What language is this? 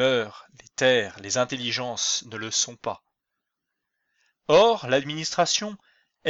French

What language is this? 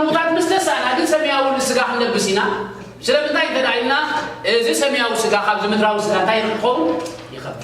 Tigrinya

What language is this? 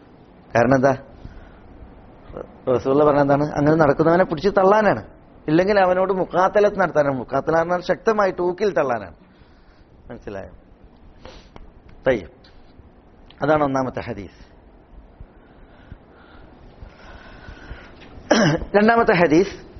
Malayalam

